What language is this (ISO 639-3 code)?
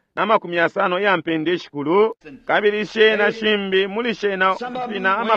bem